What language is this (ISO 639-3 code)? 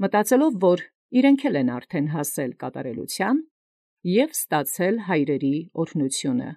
hye